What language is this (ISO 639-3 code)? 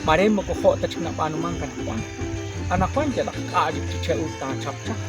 kek